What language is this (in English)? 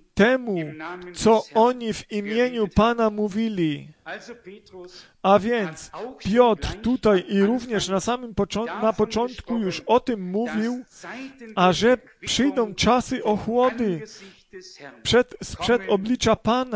Polish